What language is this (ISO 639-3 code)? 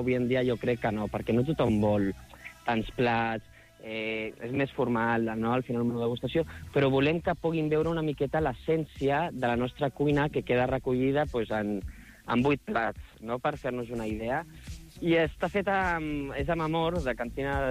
cat